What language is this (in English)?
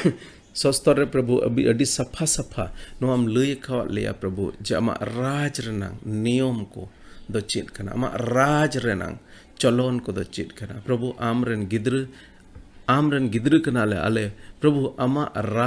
Santali